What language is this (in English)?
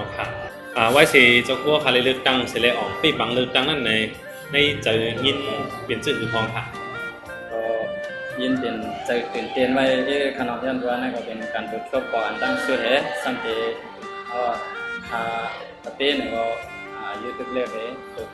Shan